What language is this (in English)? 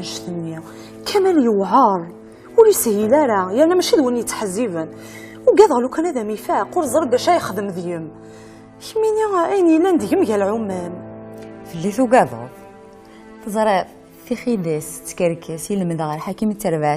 Kabyle